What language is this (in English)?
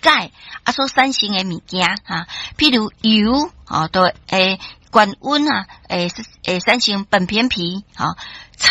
Min Nan Chinese